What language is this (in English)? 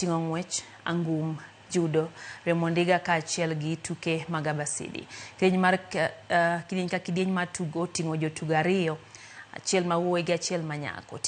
Luo (Kenya and Tanzania)